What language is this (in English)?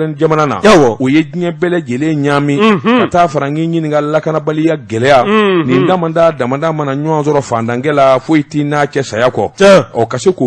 Bambara